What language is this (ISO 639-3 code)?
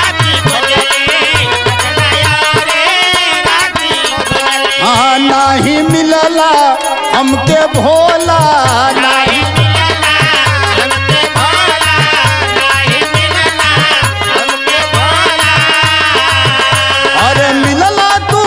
bho